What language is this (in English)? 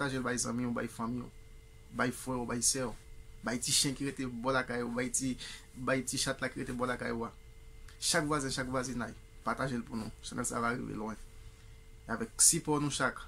Haitian Creole